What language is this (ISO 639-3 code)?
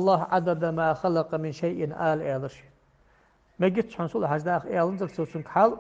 inh